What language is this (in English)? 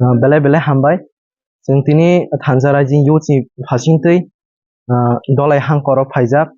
Kok Borok